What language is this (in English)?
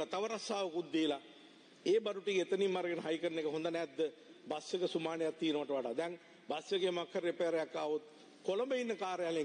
Sinhala